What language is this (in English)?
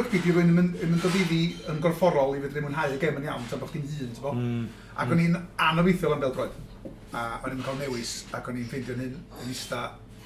Welsh